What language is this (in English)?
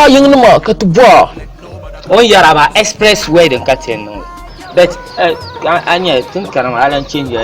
Dagbani